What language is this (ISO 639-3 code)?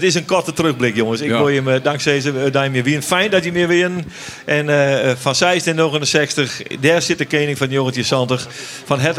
fry